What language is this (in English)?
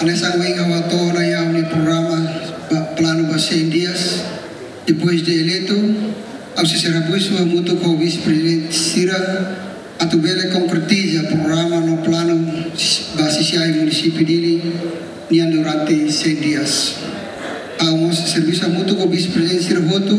Tetum